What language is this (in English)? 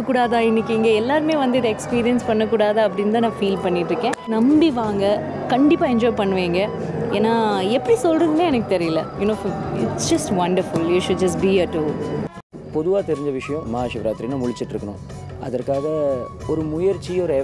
Tamil